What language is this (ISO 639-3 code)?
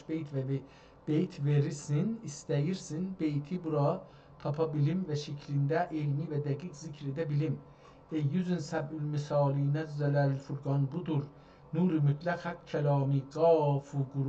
azb